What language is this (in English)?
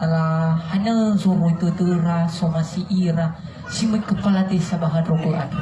Nias